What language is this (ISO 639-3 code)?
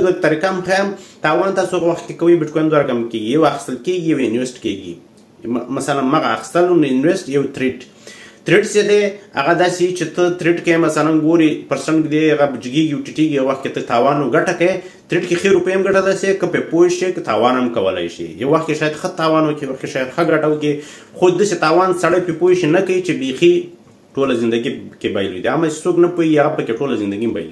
pus